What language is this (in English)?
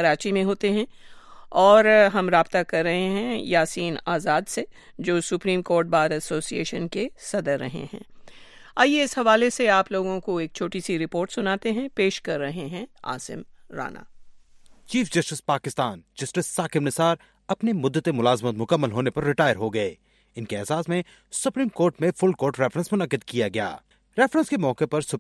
Urdu